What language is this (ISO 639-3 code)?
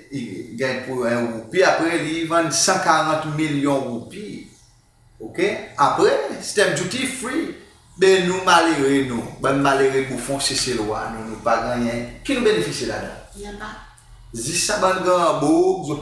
crs